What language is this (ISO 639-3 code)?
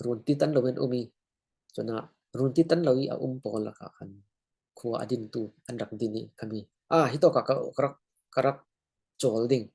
cfm